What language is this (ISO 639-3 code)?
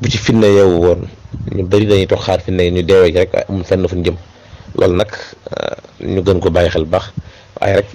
wol